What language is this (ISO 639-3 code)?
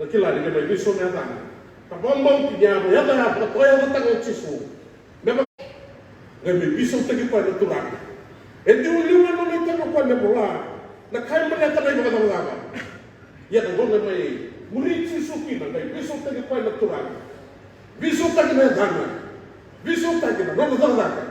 fij